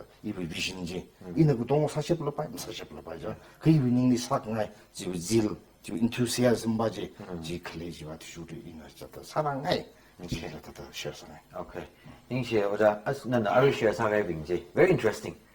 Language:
Tangkhul Naga (India)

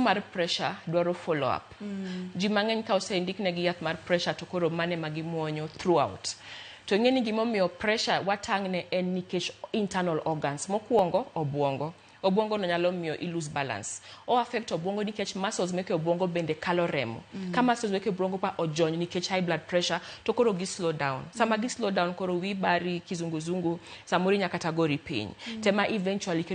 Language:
Luo (Kenya and Tanzania)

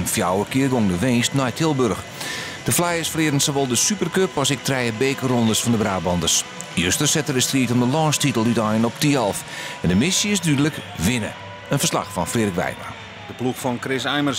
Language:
Western Frisian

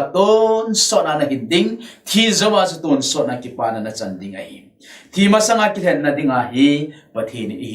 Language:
Thado Chin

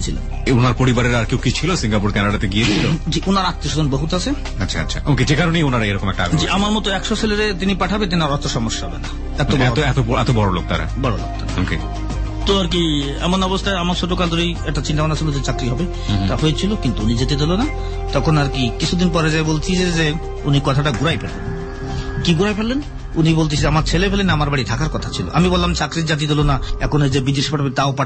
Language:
Bangla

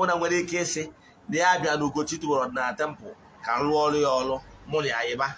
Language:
Igbo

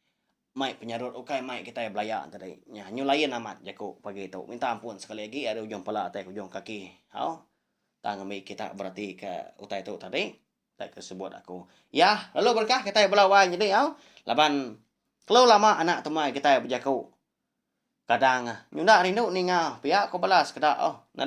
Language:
Iban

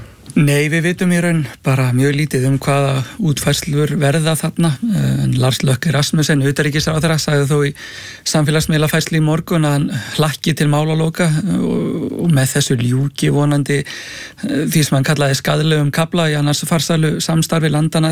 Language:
Icelandic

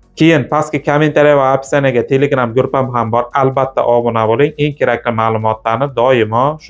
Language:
Uzbek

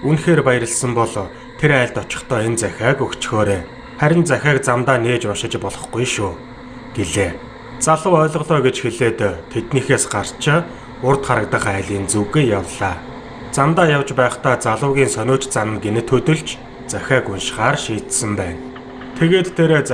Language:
Mongolian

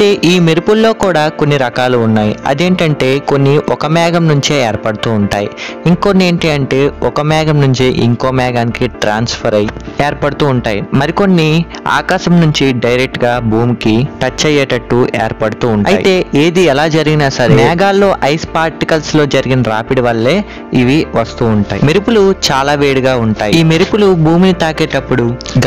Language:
Telugu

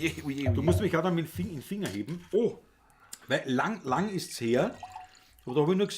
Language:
Bavarian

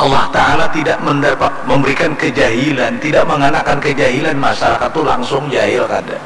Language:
Banjar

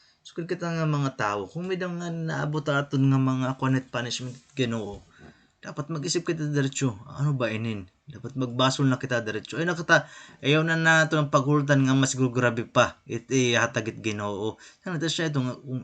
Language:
Waray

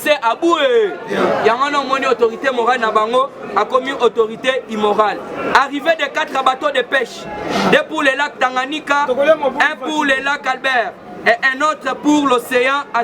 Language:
Lingala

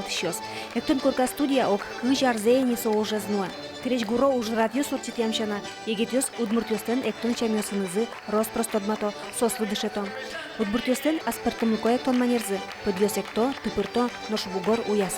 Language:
Udmurt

